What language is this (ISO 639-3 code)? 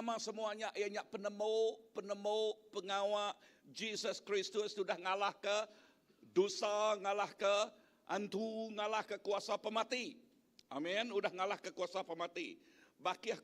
iba